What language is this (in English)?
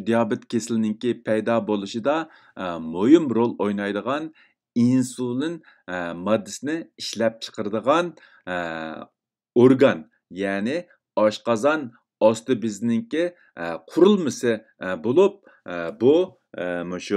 Uyghur